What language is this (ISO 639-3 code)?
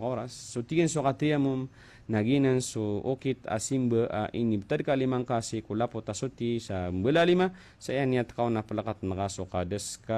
mrw